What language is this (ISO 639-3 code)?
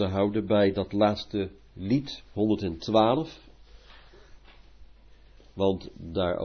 nld